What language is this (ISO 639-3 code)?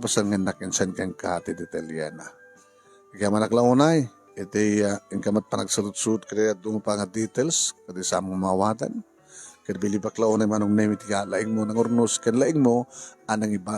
ilo